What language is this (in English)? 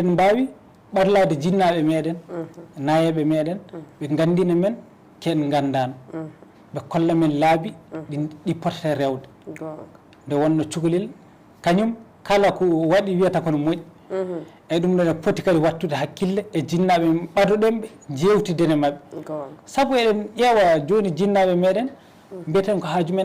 Fula